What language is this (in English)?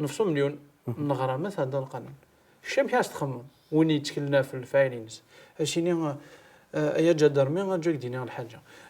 Kabyle